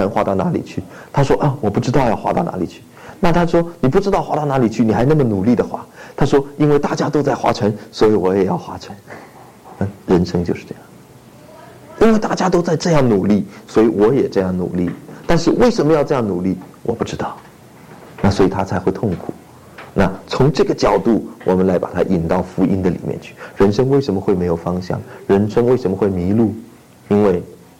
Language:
Chinese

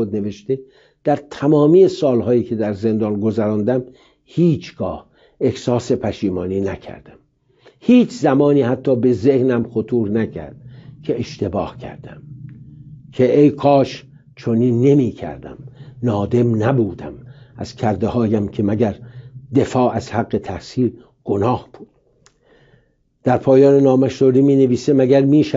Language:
Persian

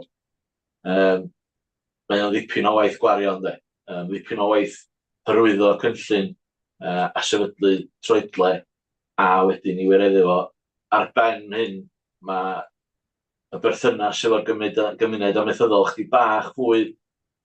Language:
Welsh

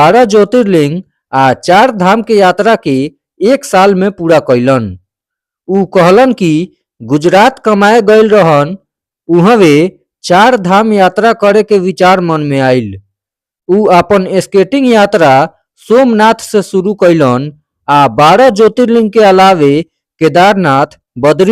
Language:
Bhojpuri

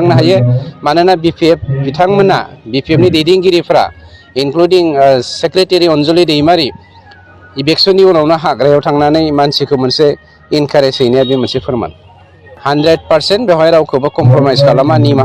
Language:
Bodo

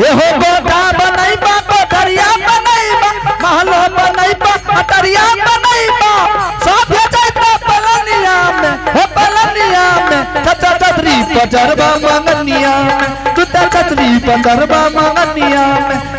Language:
Angika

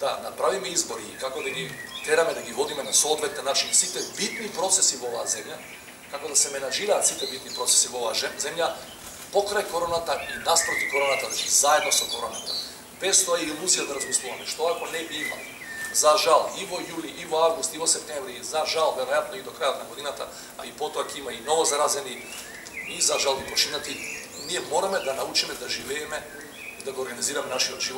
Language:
Macedonian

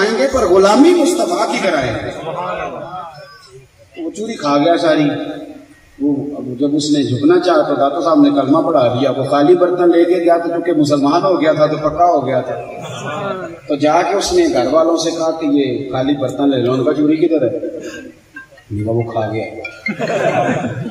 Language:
Urdu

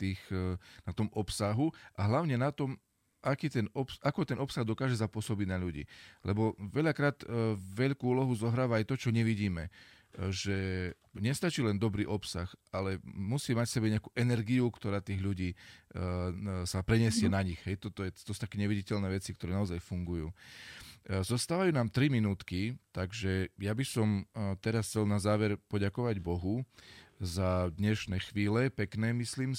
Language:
Slovak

